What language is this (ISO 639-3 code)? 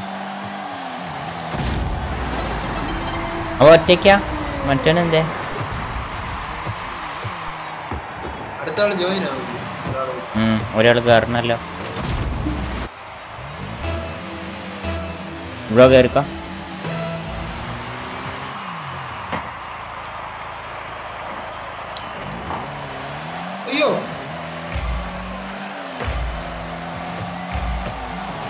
mal